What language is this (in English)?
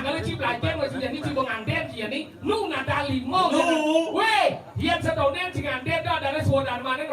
Balinese